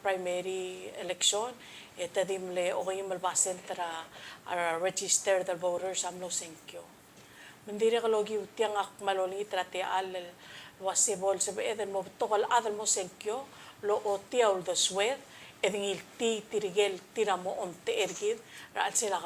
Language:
Palauan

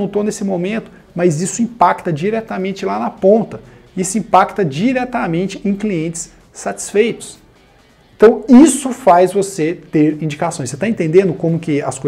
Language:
Portuguese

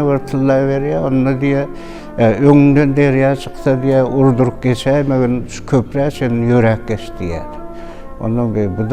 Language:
Turkmen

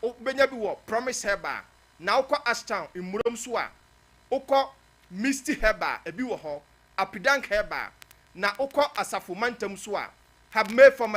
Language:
Akan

